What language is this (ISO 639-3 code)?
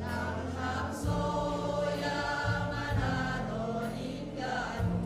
bts